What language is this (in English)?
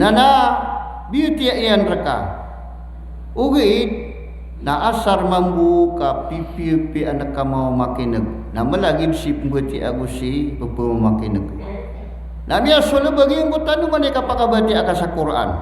Maranao